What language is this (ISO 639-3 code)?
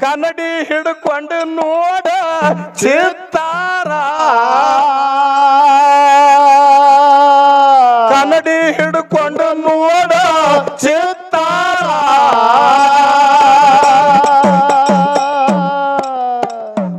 kan